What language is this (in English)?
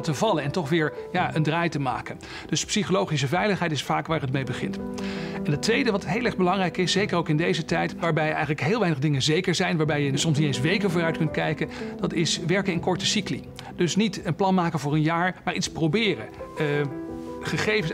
Dutch